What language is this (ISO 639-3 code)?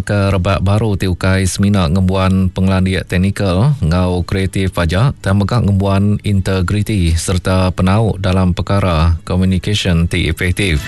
iba